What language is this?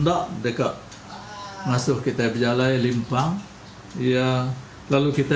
Iban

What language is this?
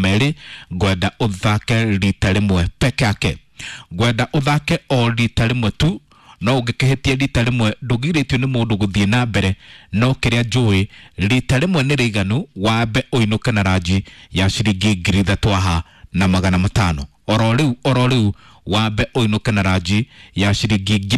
Kikuyu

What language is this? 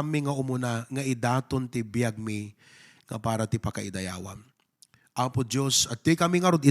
Iloko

